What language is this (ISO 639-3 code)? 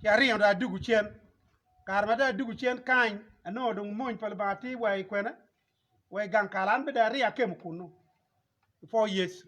ach